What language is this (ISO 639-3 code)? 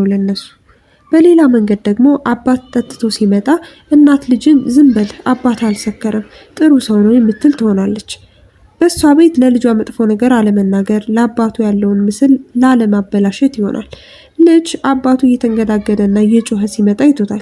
amh